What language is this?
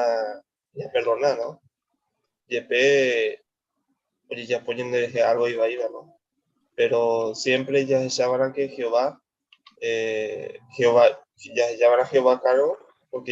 Guarani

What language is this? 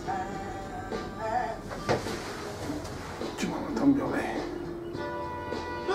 Slovak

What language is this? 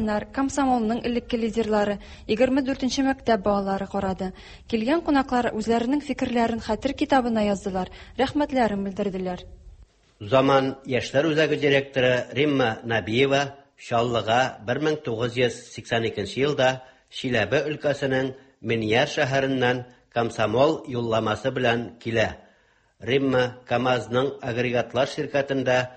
Tatar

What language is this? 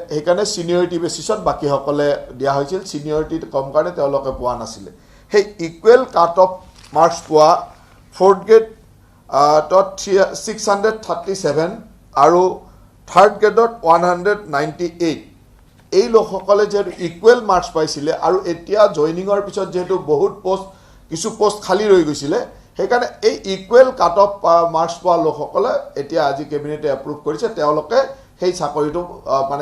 Assamese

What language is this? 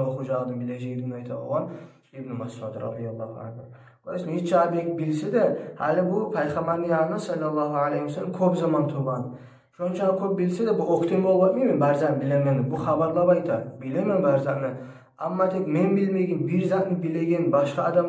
Kumyk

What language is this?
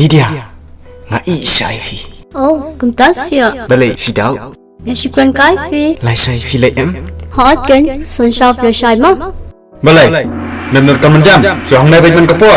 Khasi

